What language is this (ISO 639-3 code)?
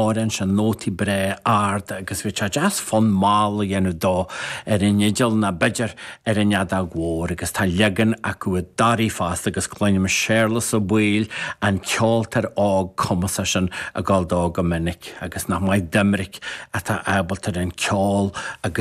gle